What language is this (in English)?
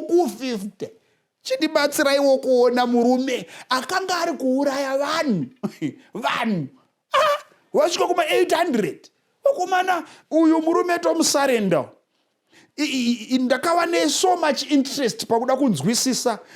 Shona